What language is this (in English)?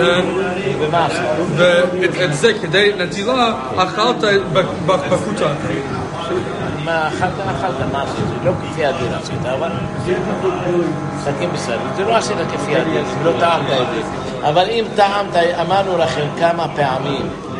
Hebrew